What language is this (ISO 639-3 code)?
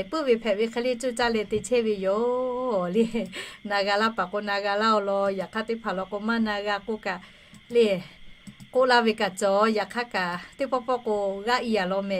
lhu